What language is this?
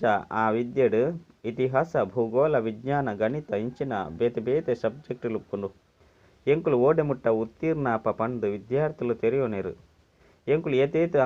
Tulu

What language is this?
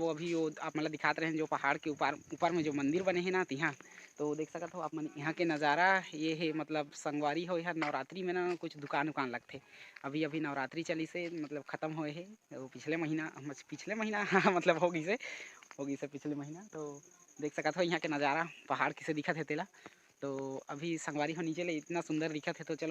Chhattisgarhi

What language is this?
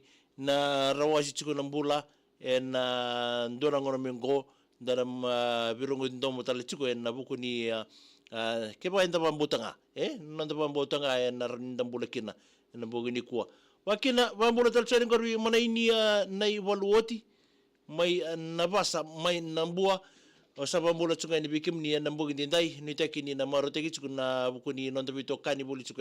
Fijian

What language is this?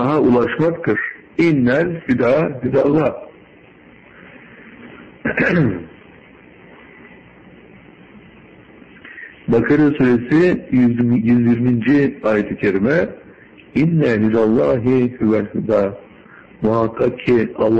Turkish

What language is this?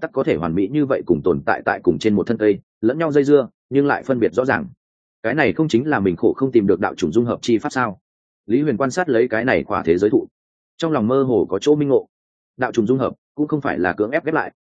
Vietnamese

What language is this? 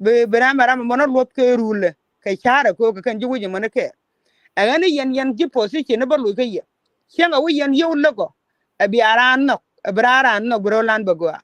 Nuer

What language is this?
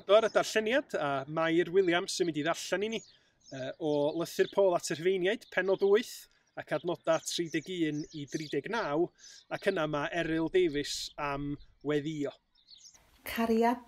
Welsh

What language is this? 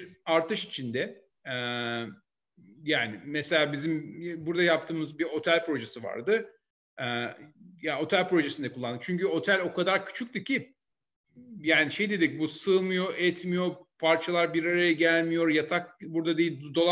Turkish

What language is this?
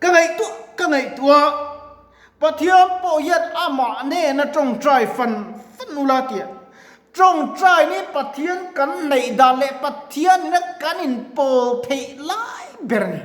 Mizo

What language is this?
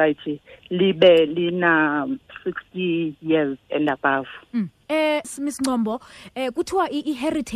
Xhosa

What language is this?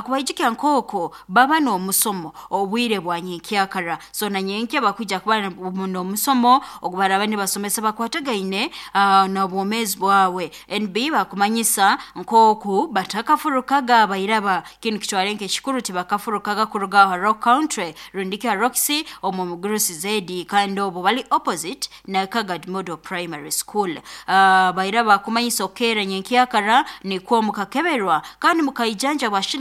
Nyoro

